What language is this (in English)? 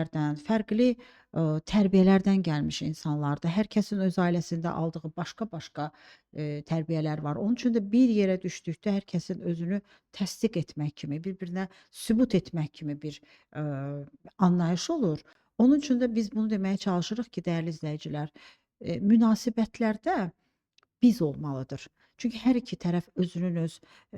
Azerbaijani